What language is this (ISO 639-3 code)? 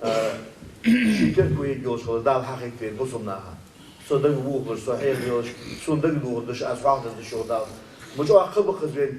inh